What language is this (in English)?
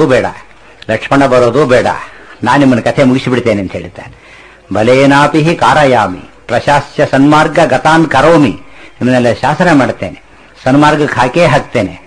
Kannada